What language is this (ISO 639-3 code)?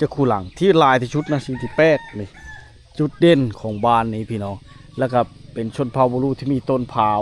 lao